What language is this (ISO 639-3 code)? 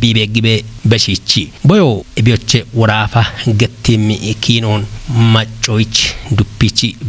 kbr